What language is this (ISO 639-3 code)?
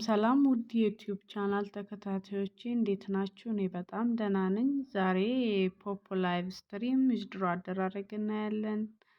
amh